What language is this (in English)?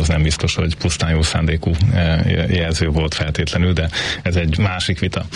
Hungarian